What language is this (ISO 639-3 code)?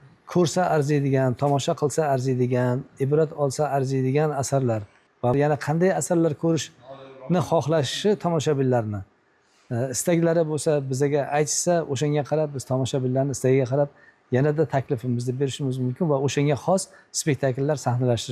uzb